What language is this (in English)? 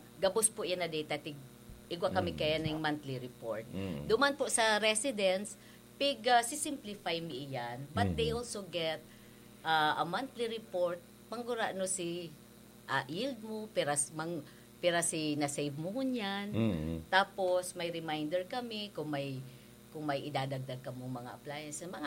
Bikol